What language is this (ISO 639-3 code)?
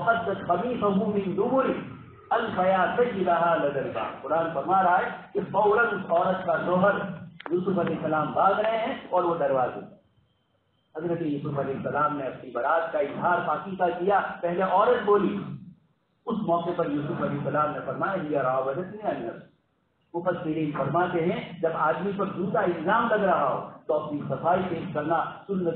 urd